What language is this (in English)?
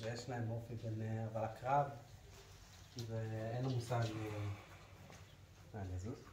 Hebrew